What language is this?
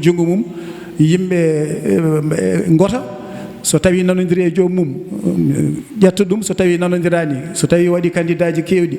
Fula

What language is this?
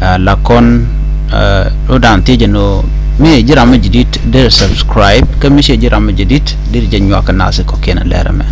Nuer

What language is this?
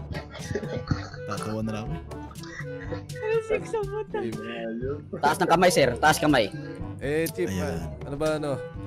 Filipino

